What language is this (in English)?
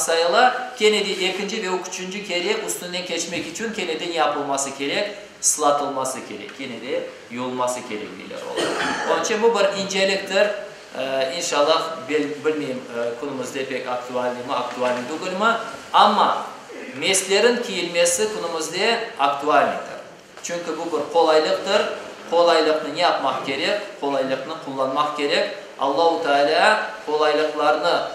Crimean Tatar